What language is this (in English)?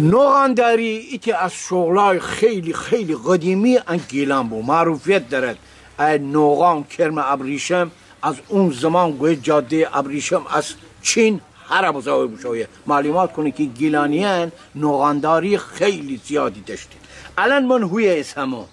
Gilaki